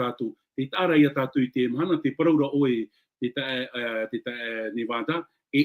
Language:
Tahitian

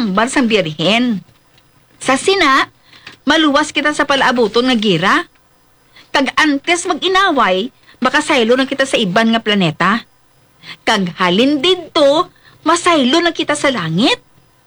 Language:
Hiligaynon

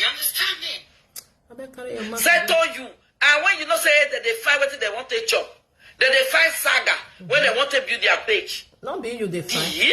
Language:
Nigerian Pidgin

